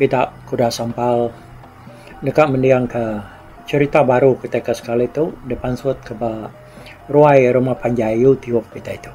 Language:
Iban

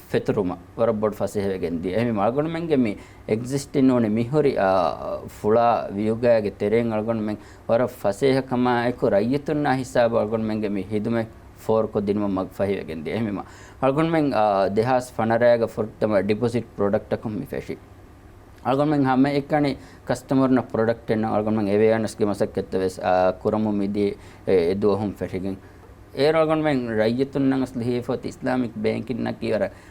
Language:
Divehi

